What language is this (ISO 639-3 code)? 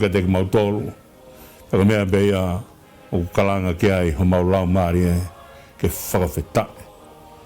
ton